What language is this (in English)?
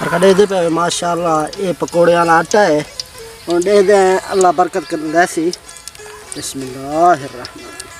Saraiki